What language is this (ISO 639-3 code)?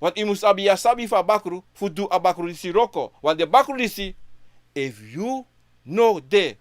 srn